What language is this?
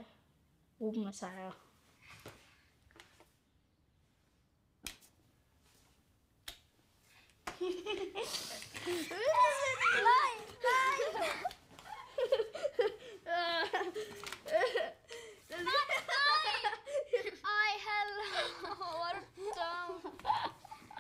Danish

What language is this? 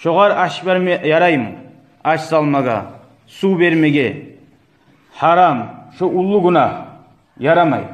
Kumyk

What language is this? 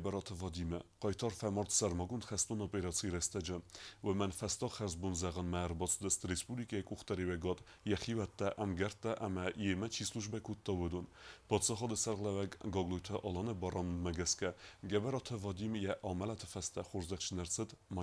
Ossetic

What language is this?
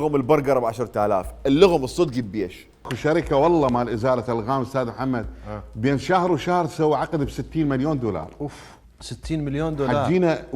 Mesopotamian Arabic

